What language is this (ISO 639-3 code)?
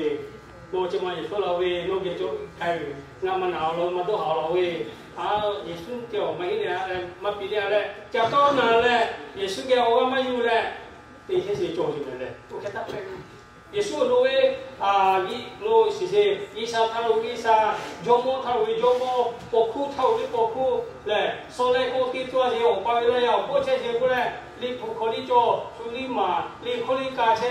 lhu